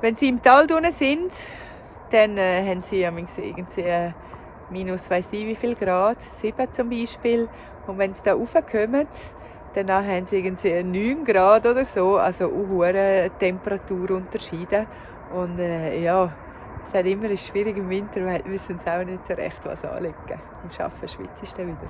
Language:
Swiss German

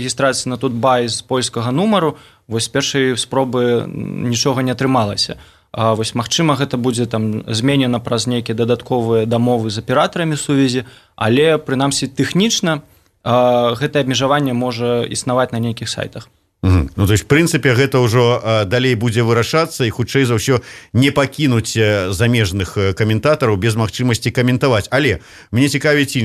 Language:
Belarusian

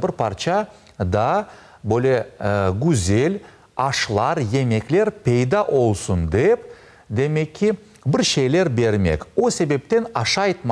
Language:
Crimean Tatar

